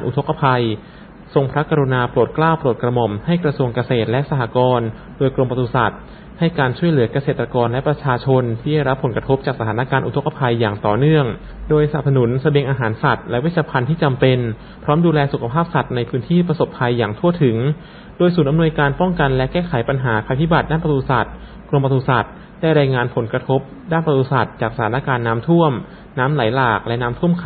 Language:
Thai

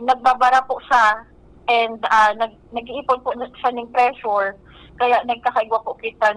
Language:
Bikol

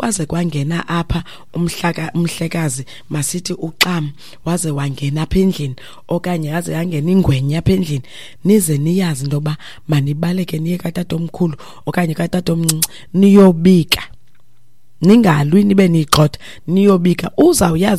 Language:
Xhosa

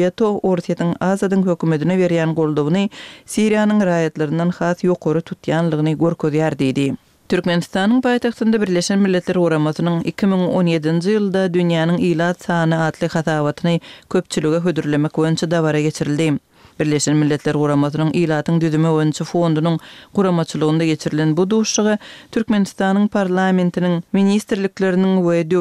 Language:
Turkmen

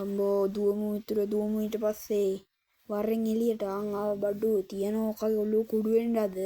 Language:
Sinhala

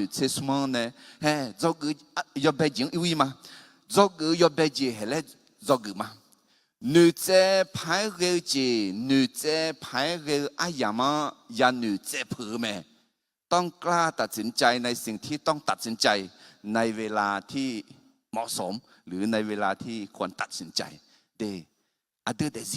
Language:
Akha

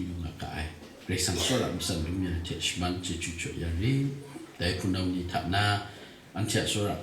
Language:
Kachin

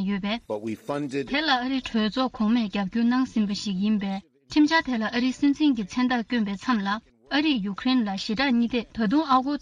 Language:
Tibetan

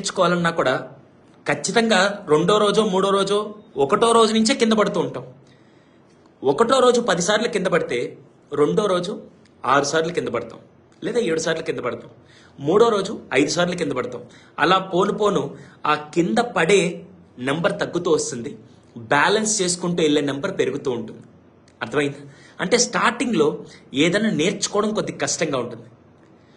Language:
Telugu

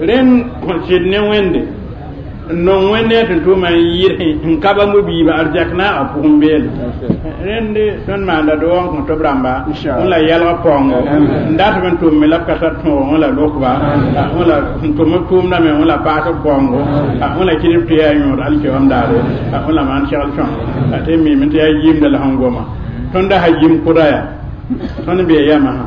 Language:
Mossi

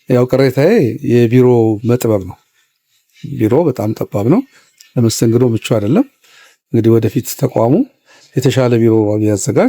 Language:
Amharic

